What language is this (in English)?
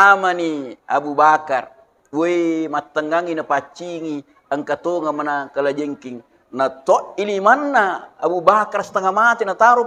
Buginese